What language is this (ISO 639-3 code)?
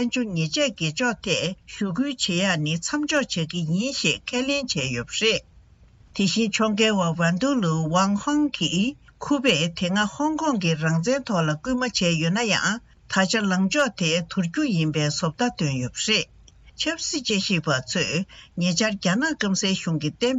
bod